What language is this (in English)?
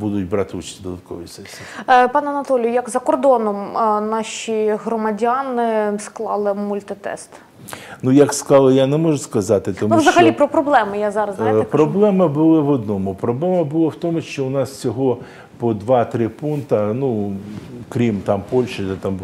Ukrainian